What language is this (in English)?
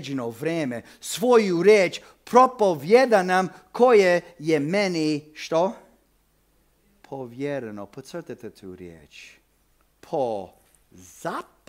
Croatian